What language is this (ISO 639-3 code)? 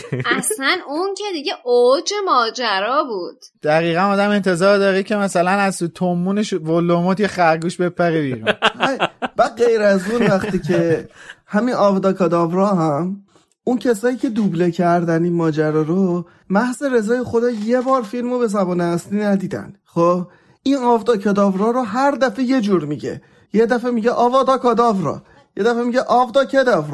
fas